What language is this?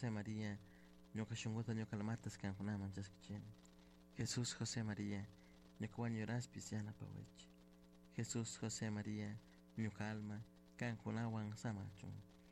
Chimborazo Highland Quichua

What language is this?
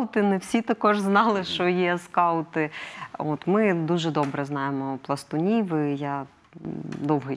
Ukrainian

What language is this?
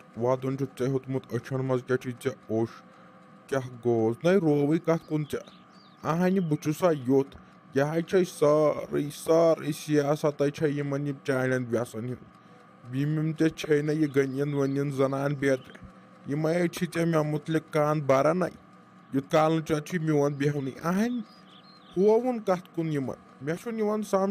Kashmiri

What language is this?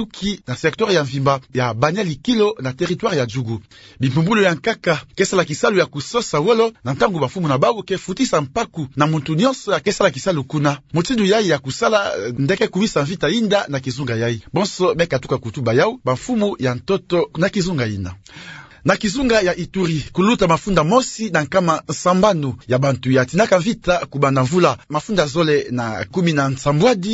Kituba (Democratic Republic of Congo)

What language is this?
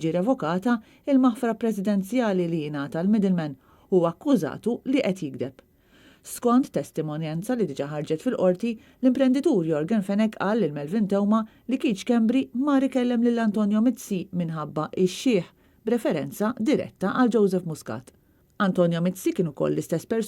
Maltese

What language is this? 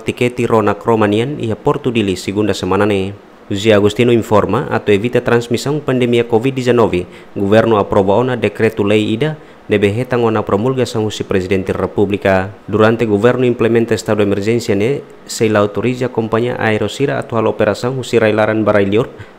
Tetum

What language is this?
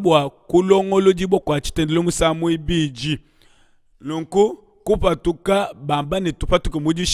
Luba-Lulua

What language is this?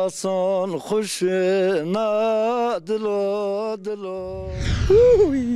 Zaza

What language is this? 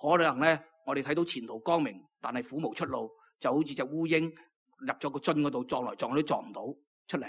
Cantonese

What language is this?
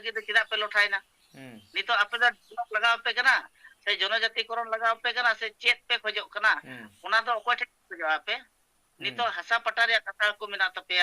Santali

